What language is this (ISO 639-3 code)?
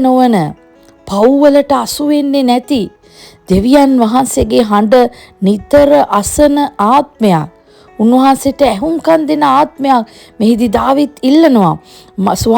sin